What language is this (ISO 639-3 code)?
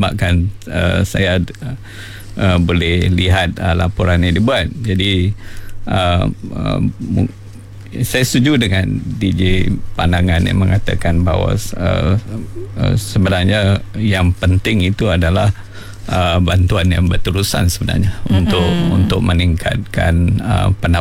msa